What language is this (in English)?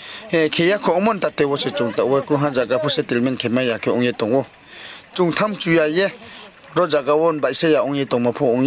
Riang (India)